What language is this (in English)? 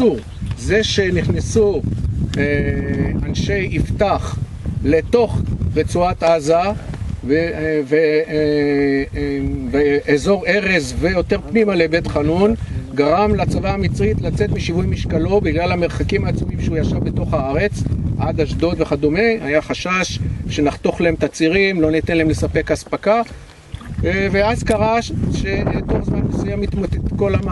Hebrew